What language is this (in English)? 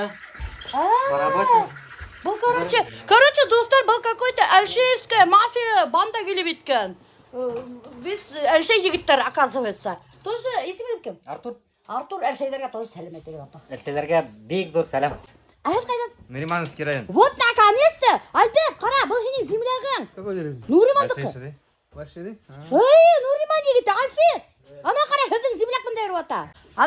Bashkir